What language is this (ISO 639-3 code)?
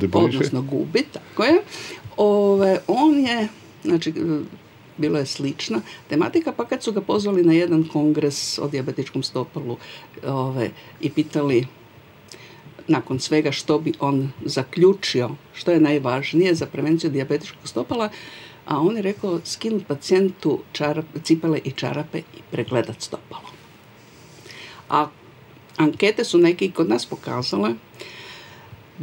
hrv